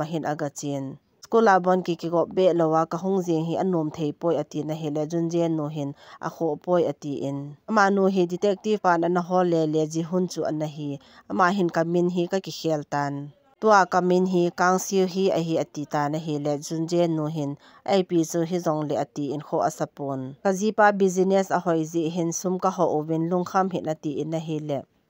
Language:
Thado Chin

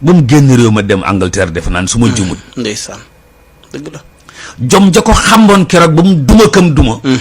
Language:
Wolof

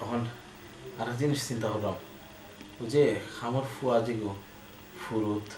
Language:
Sylheti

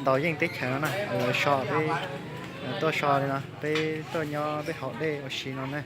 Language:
Hmong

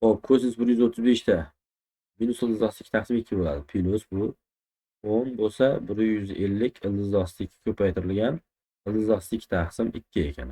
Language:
Uzbek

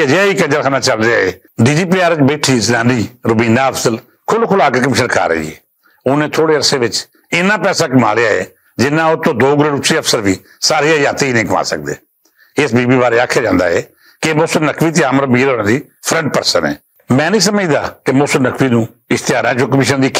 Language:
Western Panjabi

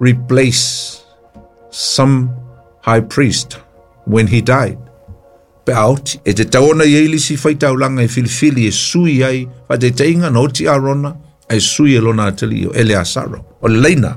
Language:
Samoan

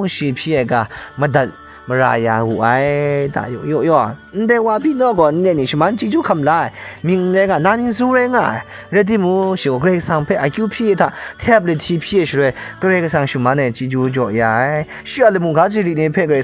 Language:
Kachin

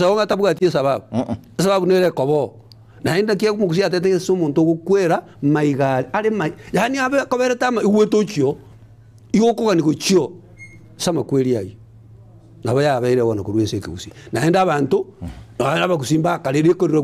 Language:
Gusii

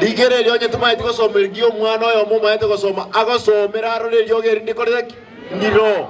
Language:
Gusii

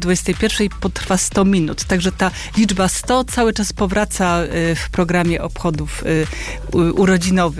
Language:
Polish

